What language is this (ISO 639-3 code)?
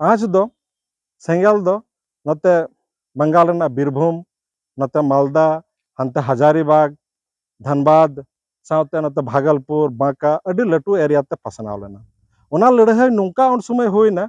sat